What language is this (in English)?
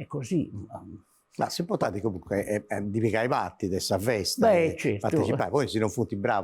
Sardinian